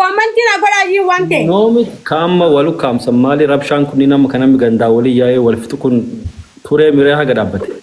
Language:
Oromo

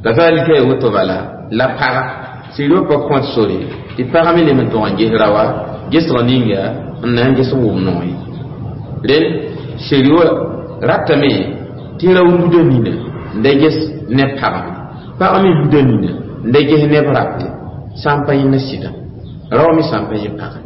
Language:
Mossi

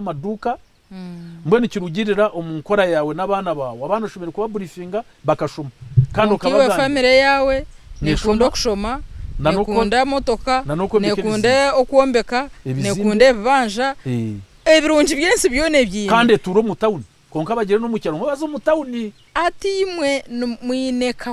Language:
Nyankole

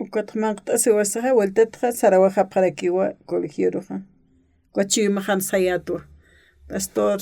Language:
Aymara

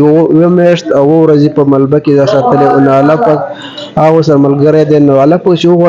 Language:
Pashto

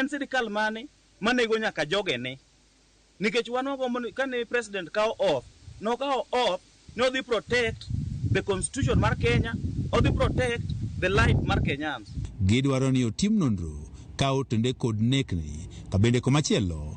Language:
Luo (Kenya and Tanzania)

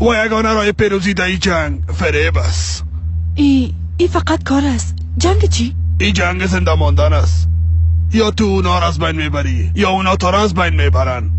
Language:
Persian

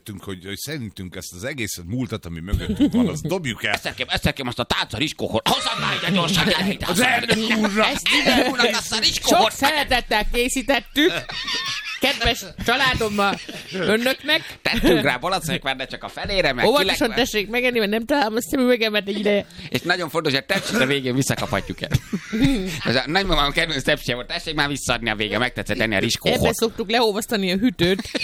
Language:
Hungarian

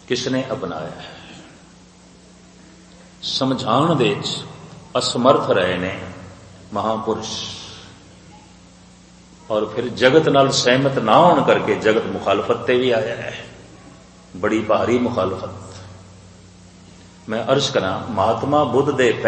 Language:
Punjabi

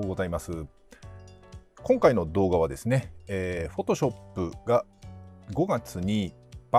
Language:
Japanese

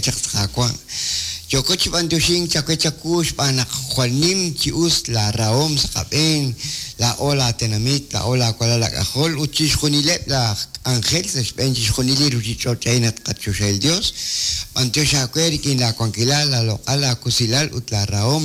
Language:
Kekchí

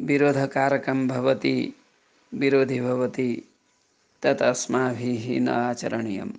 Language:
Sanskrit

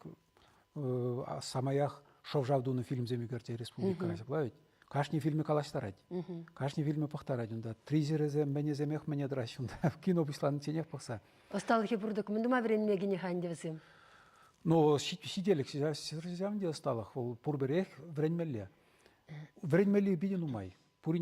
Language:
Chuvash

